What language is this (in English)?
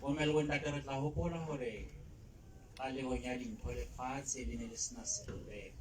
Southern Sotho